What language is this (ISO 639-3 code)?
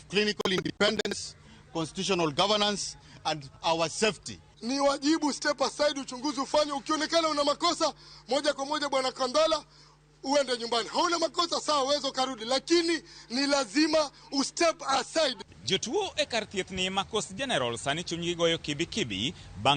luo